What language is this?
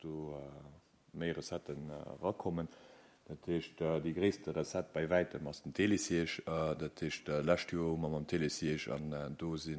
Luxembourgish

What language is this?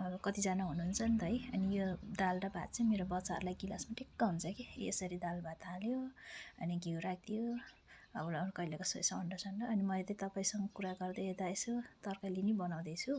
Nepali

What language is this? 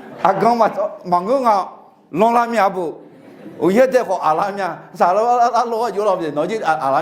Akha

